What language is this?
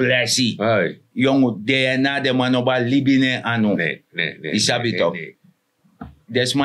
Sranan Tongo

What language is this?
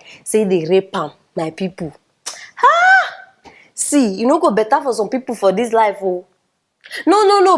Nigerian Pidgin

